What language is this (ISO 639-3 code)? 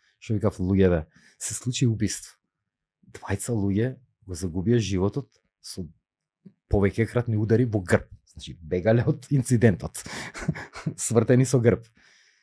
mkd